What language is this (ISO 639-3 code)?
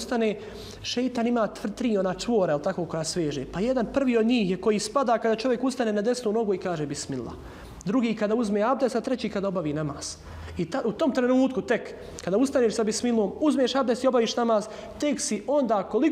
bos